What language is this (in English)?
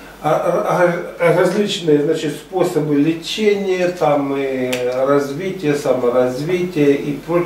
Russian